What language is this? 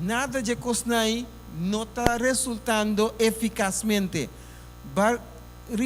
Papiamento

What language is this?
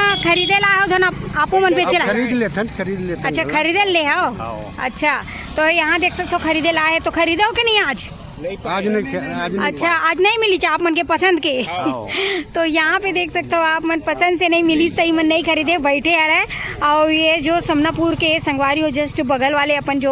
Chhattisgarhi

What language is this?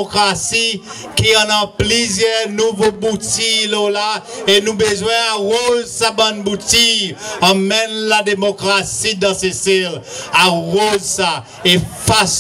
Seselwa Creole French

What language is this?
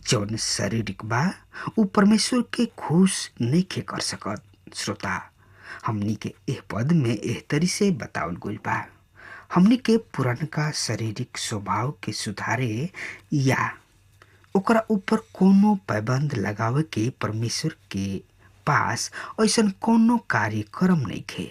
Bhojpuri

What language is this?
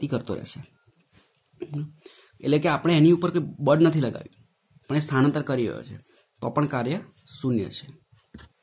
Gujarati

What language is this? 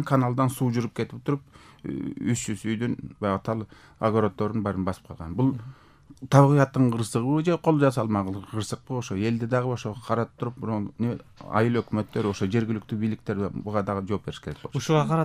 Kyrgyz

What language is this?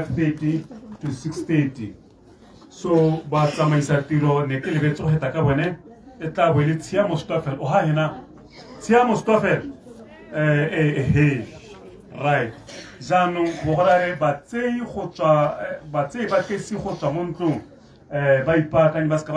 Tswana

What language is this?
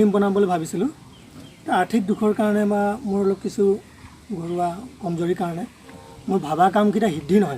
Assamese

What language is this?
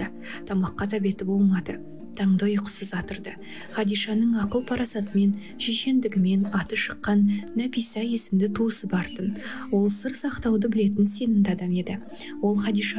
Kazakh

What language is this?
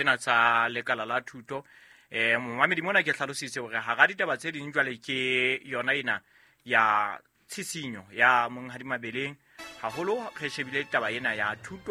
Southern Sotho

